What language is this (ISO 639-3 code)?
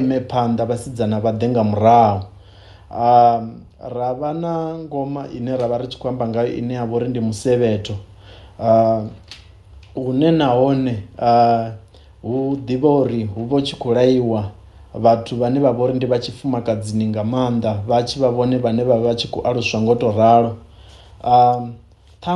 ven